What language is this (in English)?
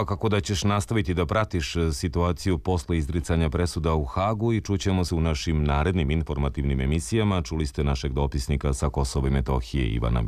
Serbian